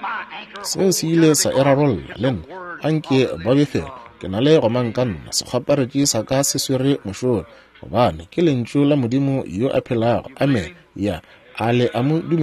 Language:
Northern Sotho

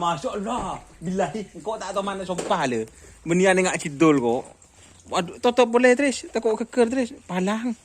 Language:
Madurese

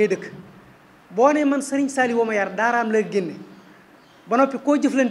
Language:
Wolof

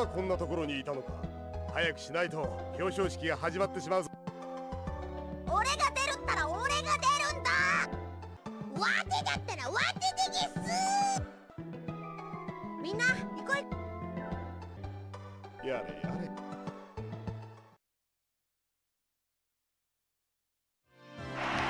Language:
Japanese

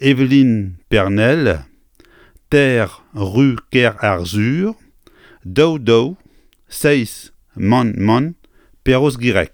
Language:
Breton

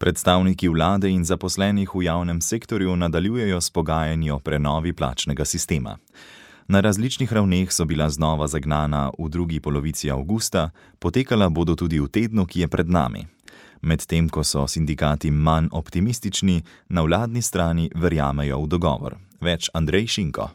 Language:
Slovenian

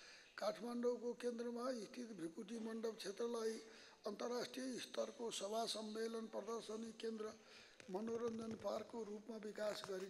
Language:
Nepali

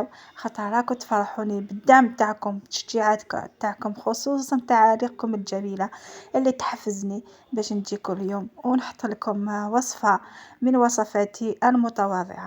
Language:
Algerian Arabic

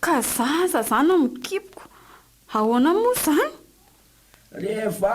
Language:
Malagasy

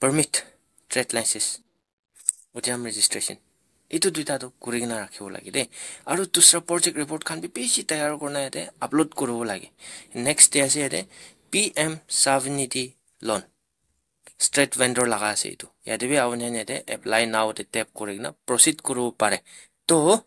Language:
Naga Pidgin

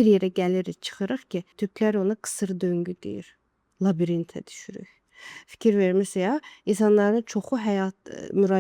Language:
Azerbaijani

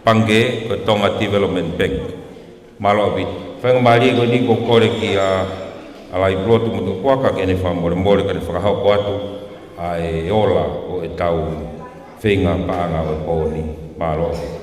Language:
Tongan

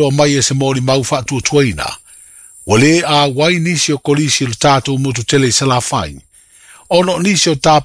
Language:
Samoan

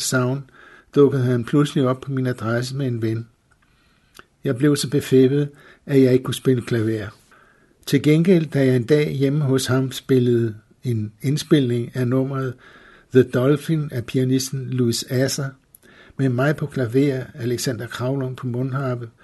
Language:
Danish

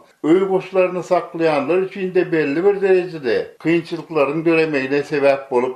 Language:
Turkmen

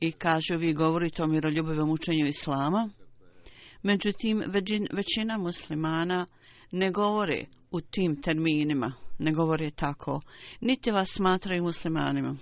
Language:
Bosnian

